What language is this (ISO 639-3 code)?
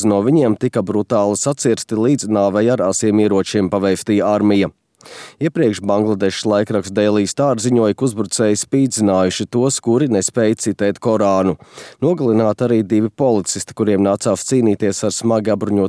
lav